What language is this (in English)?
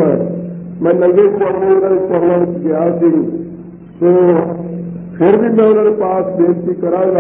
Punjabi